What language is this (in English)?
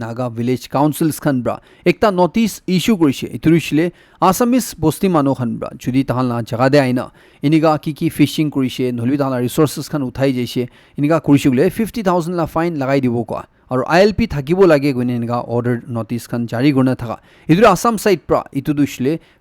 Naga Pidgin